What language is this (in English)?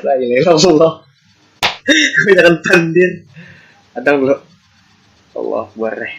Banjar